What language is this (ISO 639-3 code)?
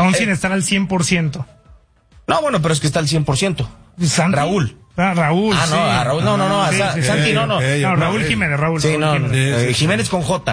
spa